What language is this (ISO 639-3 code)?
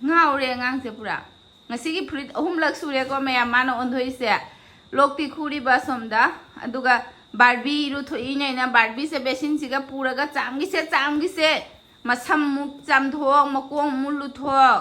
mni